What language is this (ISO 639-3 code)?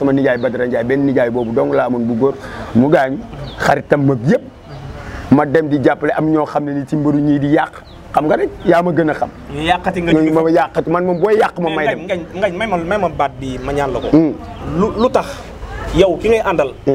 wol